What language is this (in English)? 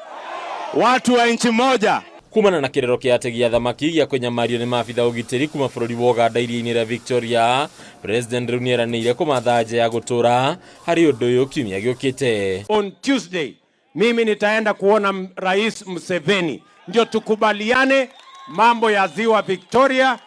Kikuyu